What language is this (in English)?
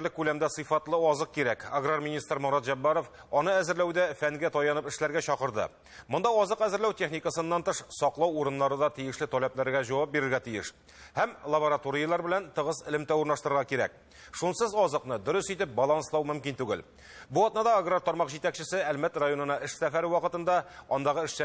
Tatar